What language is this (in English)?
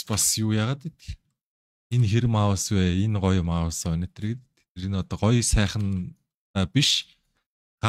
Mongolian